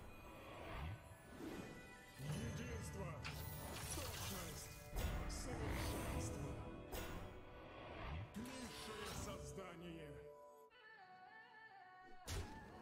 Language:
Russian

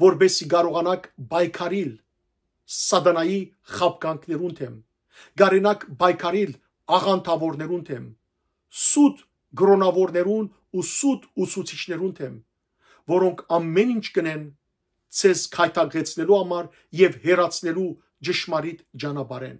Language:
Western Armenian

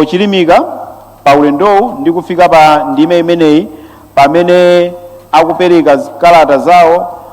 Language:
Nyanja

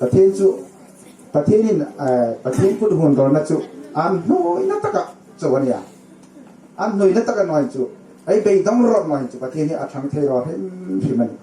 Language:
Hmar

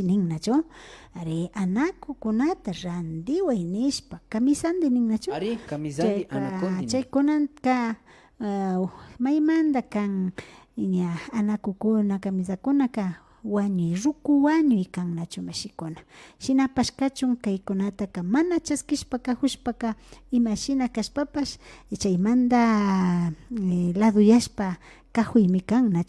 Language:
Imbabura Highland Quichua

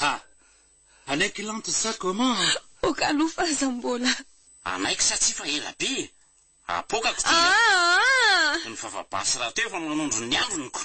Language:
Malagasy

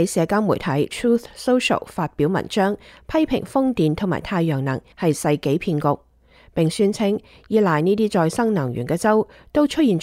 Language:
Cantonese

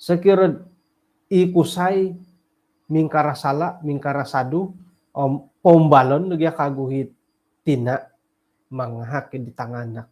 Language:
Central Dusun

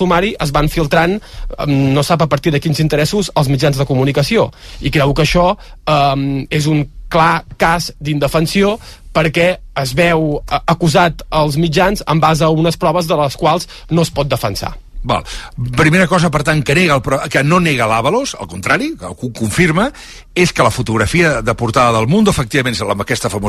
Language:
Catalan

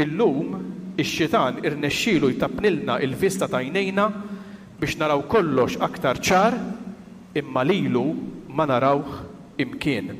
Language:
Maltese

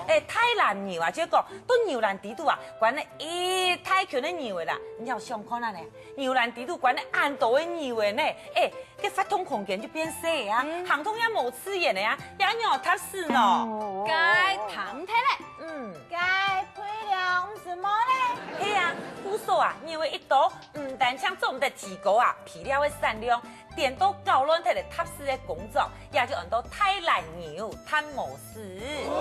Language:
Hakka Chinese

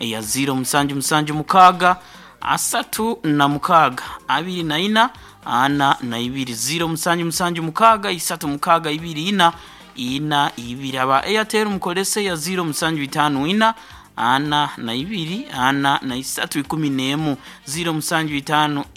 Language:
Nyoro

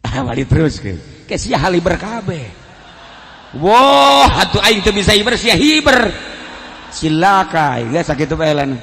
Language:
Sundanese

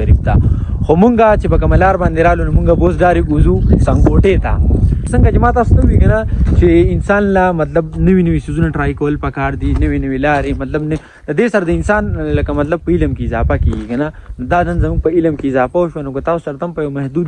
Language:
Pashto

